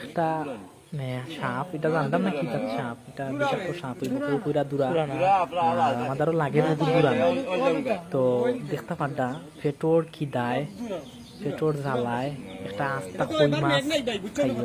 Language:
Sylheti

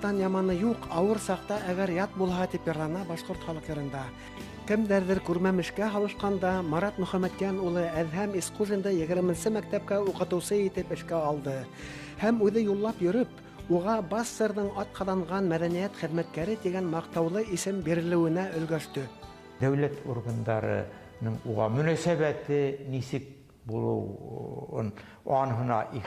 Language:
Bashkir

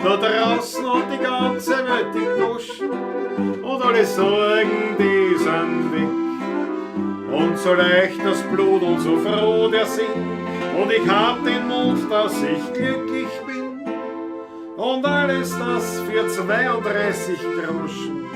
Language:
Bavarian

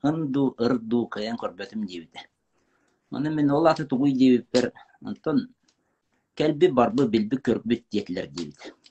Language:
Yakut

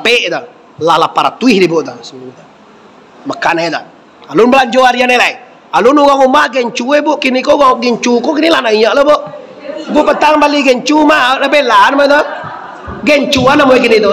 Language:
Minangkabau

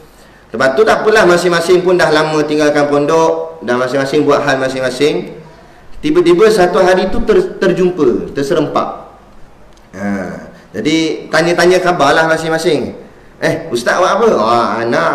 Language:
Malay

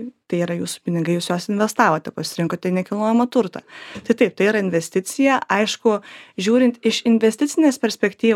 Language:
Lithuanian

